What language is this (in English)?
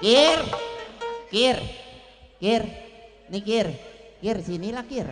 Betawi